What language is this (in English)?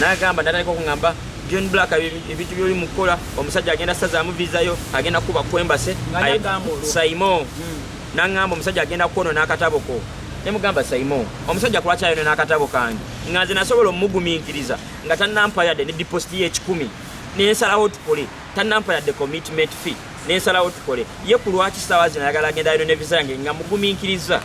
Ganda